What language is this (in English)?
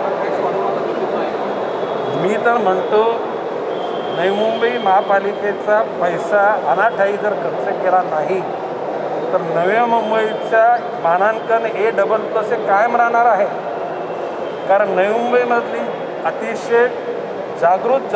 Marathi